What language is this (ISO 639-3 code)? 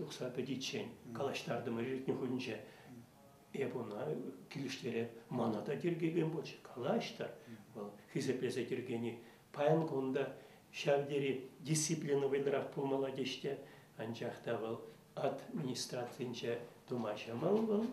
chv